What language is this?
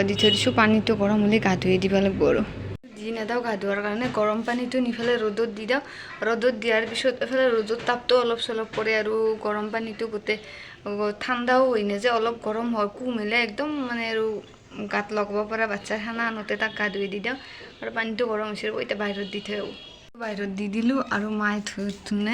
Assamese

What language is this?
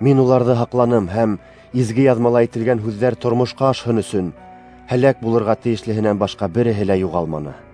Bashkir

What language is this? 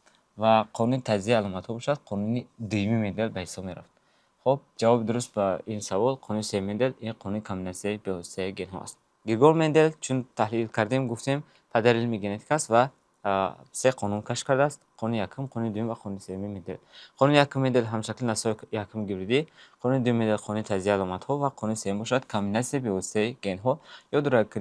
Tajik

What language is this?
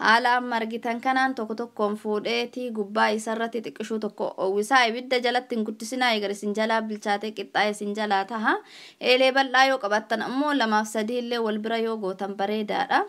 Oromo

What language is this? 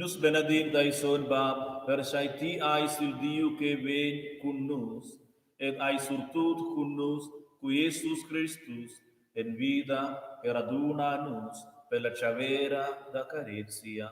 Romansh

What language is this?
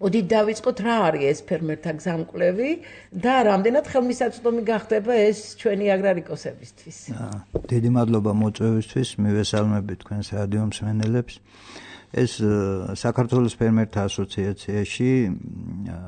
Georgian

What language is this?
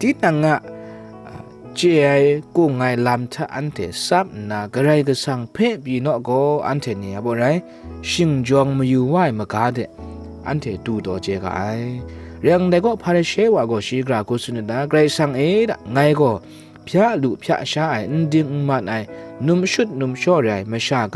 Kachin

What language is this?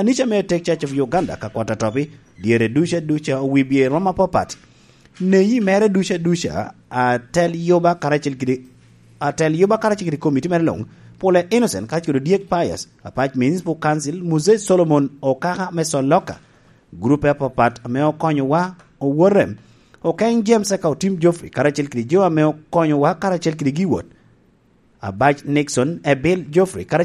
Lango (Uganda)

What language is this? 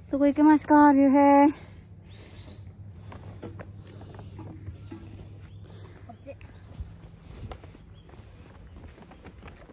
Japanese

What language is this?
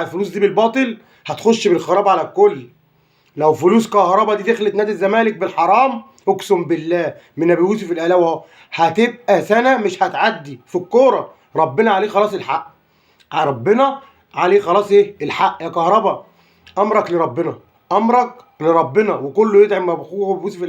Egyptian Arabic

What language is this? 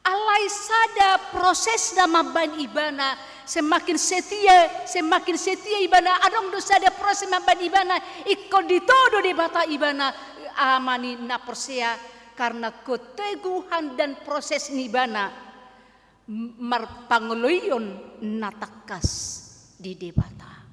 Batak Toba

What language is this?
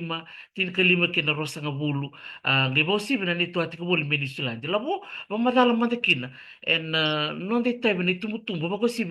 Fijian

